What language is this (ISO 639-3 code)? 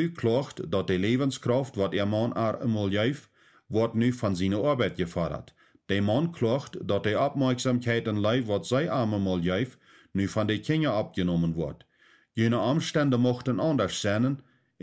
pdt